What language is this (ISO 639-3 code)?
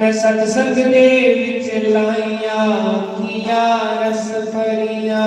doi